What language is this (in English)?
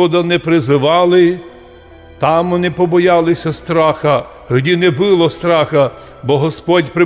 Rusyn